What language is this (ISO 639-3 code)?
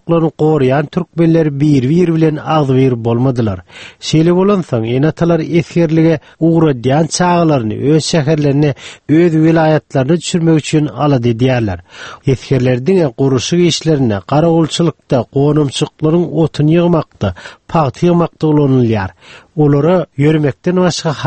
tuk